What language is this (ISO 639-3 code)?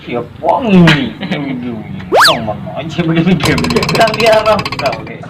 bjn